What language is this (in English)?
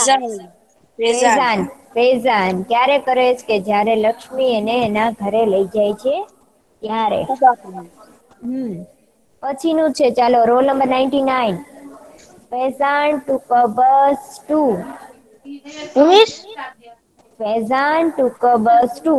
Gujarati